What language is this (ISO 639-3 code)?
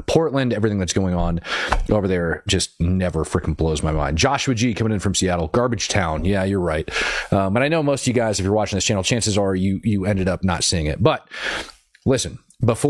eng